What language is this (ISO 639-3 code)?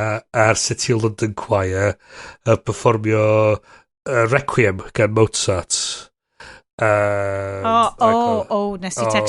cym